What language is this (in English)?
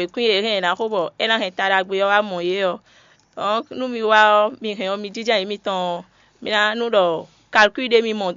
Fon